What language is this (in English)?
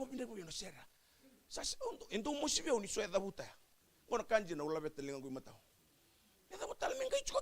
Fijian